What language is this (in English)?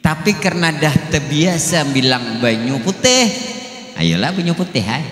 Banjar